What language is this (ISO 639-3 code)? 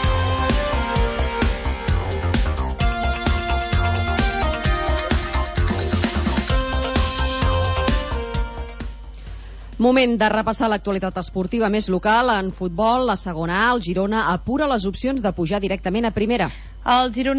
cat